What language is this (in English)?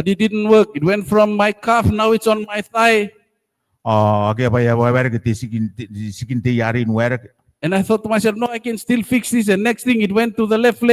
Gilbertese